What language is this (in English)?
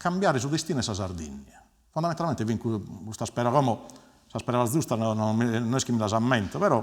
Sardinian